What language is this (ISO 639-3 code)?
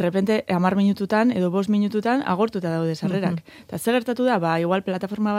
eus